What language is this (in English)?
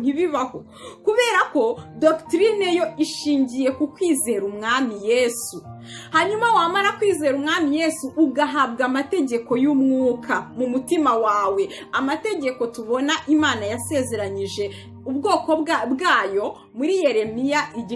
Kinyarwanda